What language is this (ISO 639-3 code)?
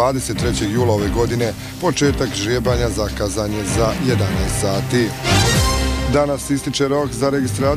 bos